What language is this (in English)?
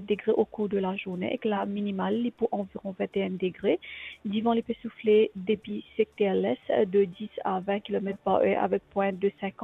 Morisyen